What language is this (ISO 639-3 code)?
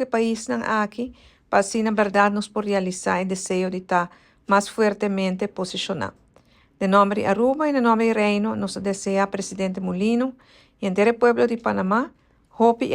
pap